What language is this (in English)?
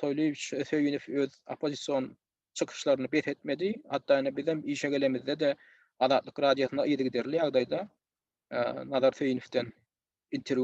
Turkmen